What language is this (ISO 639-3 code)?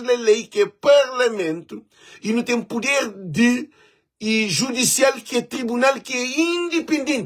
kea